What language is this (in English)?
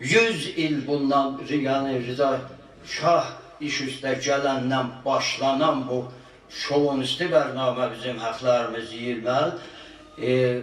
South Azerbaijani